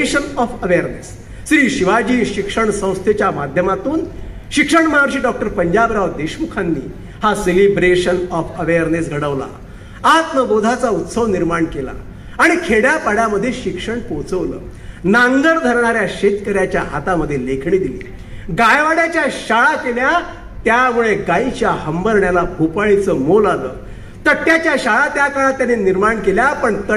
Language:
Marathi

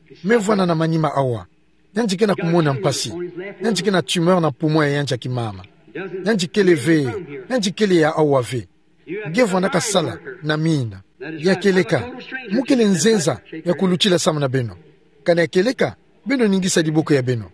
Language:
Kituba (Democratic Republic of Congo)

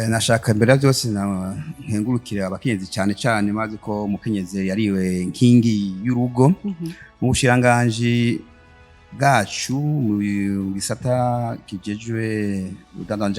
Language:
Rundi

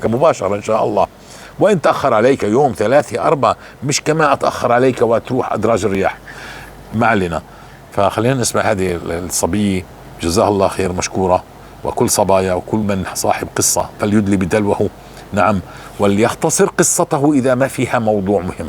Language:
North Levantine Arabic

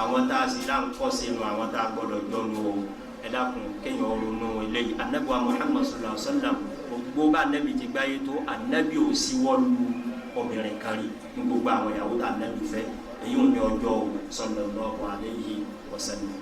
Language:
Yoruba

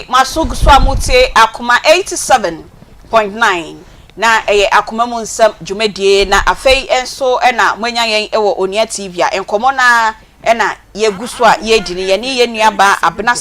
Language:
Akan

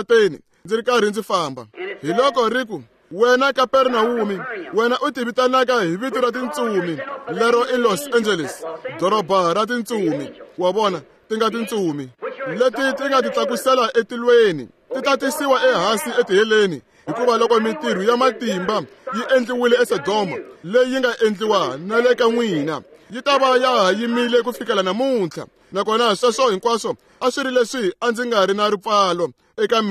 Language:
Tsonga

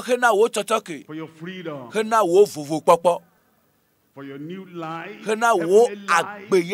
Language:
Ewe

